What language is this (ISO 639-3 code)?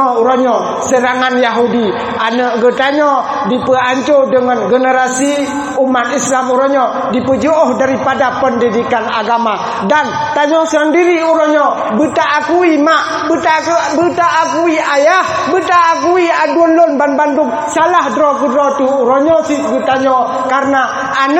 ace